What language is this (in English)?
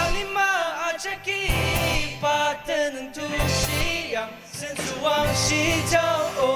Ao Naga